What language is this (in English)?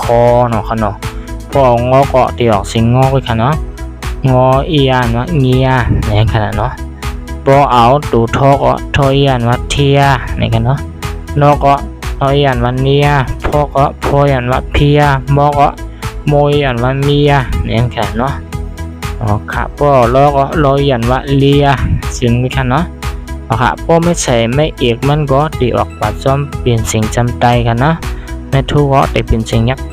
Shan